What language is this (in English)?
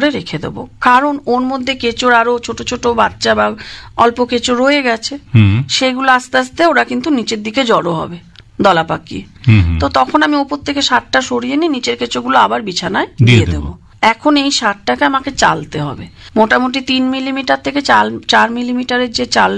Bangla